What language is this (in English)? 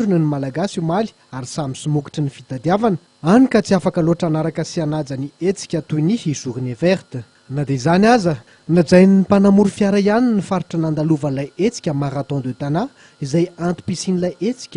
Malagasy